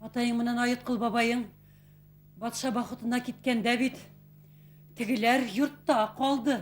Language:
Bashkir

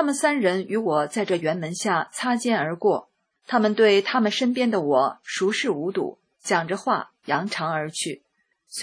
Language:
Chinese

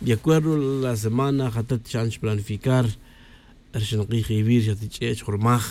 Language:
Tz'utujil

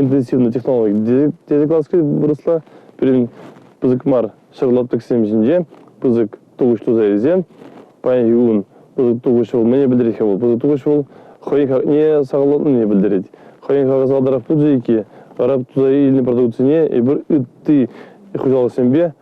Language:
Chuvash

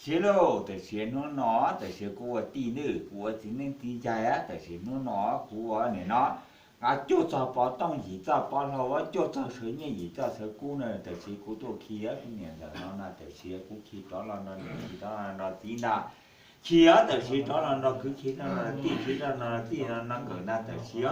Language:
Hmong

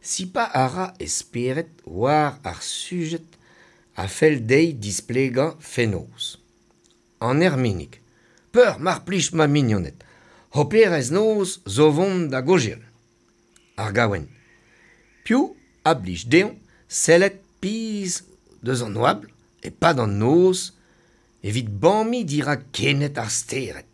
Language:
Breton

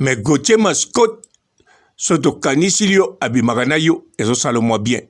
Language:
Lingala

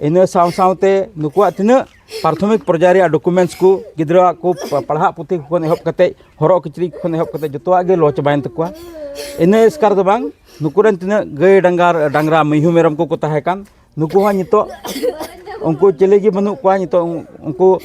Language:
Santali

